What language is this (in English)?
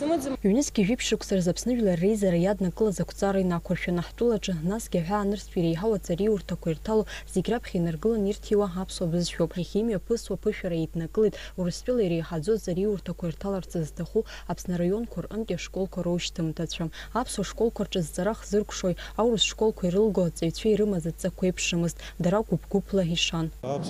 Abkhazian